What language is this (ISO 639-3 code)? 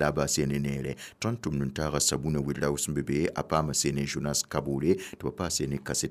mos